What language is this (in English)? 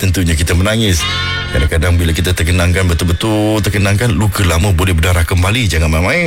Malay